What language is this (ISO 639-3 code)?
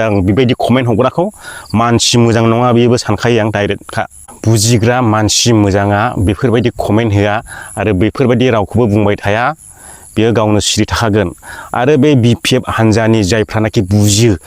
brx